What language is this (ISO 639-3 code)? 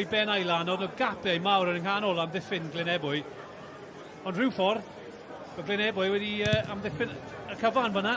cym